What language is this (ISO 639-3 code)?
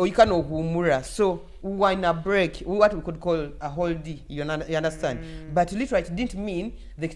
nyo